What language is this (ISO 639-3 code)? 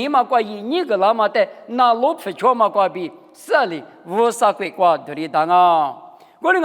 lis